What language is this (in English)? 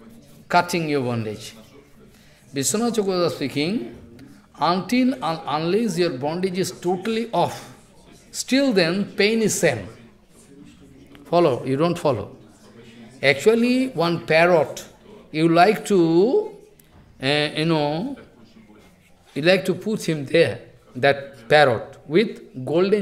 English